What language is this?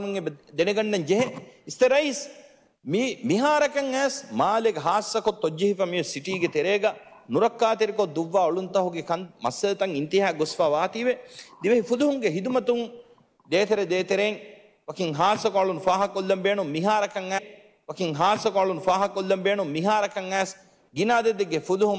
Divehi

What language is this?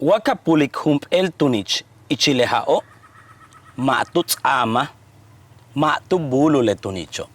Yucateco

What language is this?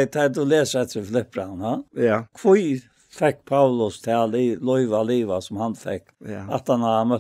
Faroese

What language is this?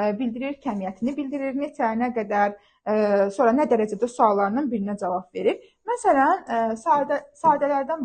Azerbaijani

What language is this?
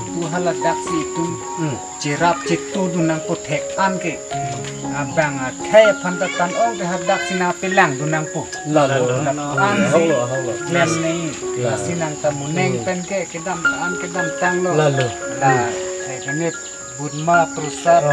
Karbi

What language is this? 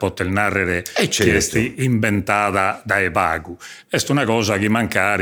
Sardinian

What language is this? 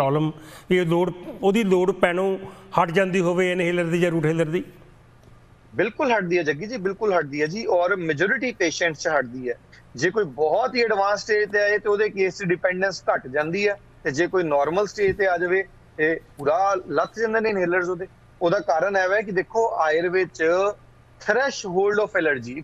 Punjabi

